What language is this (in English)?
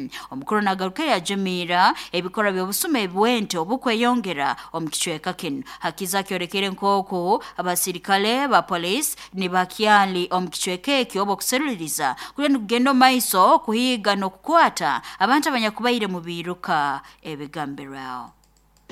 Nyoro